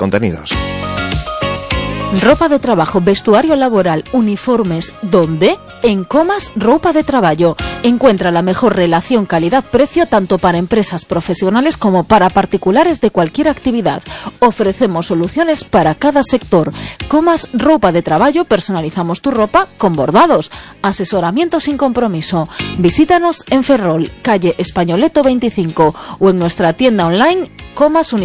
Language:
Spanish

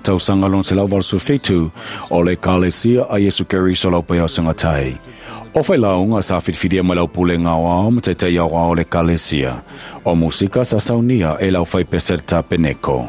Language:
Samoan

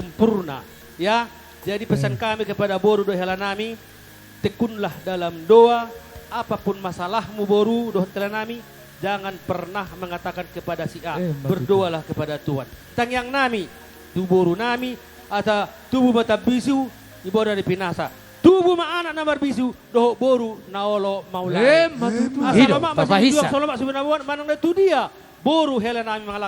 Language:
Batak Toba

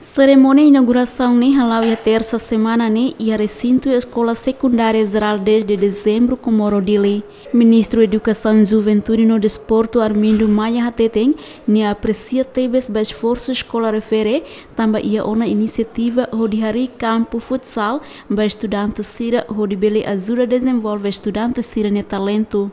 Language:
Tetum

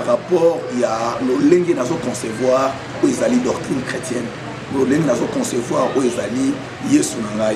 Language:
Lingala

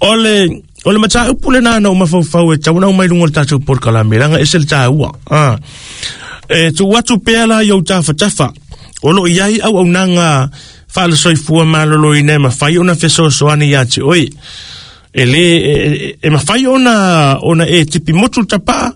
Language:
Samoan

